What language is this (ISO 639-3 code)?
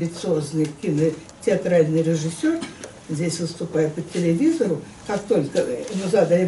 rus